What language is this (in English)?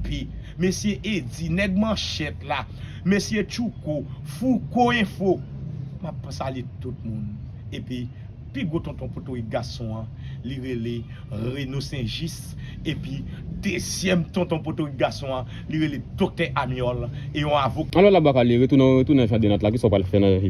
Haitian Creole